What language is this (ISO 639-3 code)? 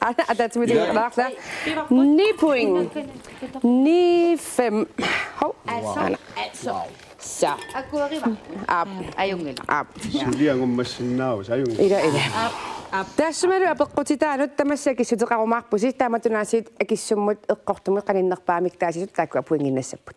kal